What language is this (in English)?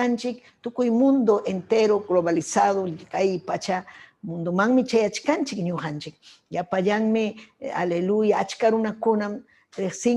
Ayacucho Quechua